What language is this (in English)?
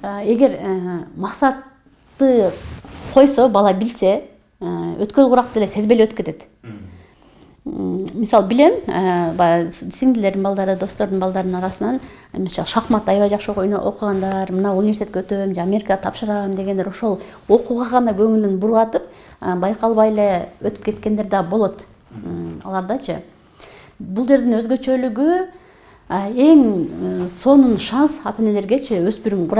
Kyrgyz